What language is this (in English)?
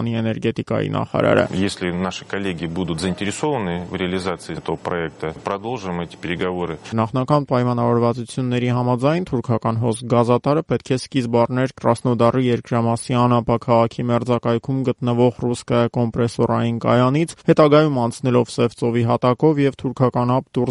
Armenian